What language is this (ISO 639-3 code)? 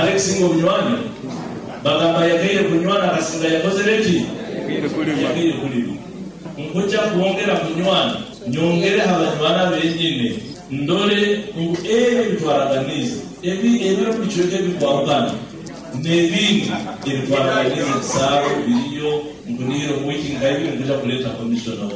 nyo